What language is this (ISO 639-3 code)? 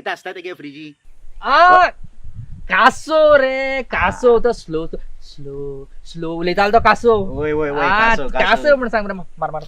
kok